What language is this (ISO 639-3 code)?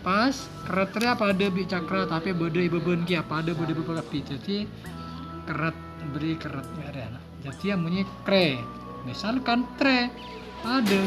mad